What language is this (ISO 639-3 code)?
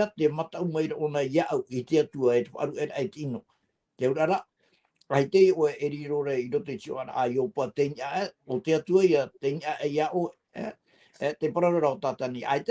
tah